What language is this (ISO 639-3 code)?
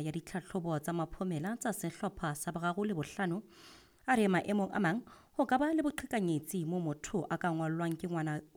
sot